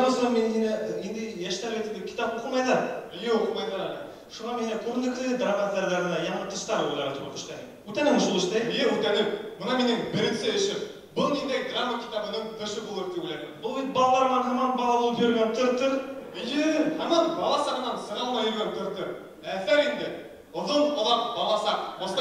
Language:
Bashkir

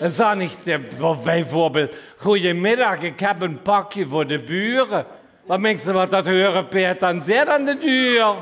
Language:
Limburgish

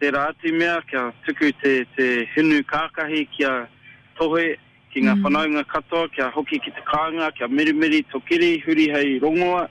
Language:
Māori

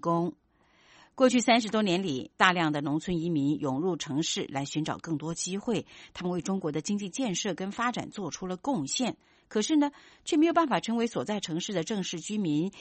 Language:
Chinese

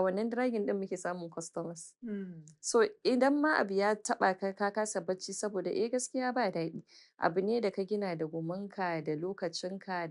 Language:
Hausa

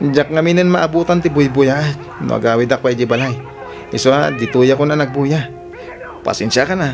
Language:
Iloko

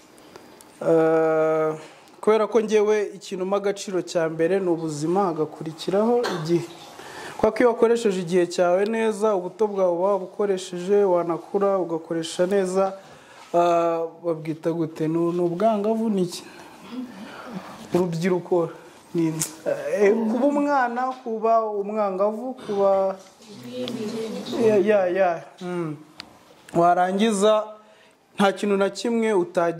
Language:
Kinyarwanda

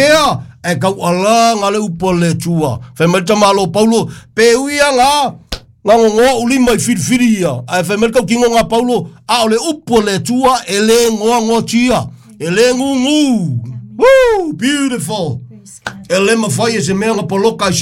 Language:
Samoan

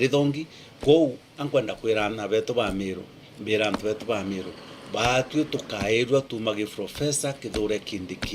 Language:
Meru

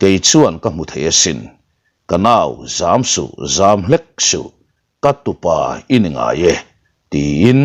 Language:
Mizo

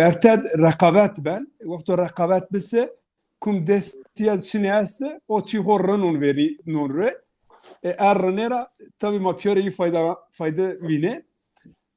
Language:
Zaza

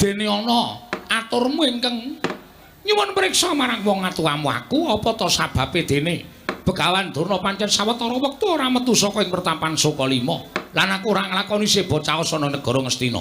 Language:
Javanese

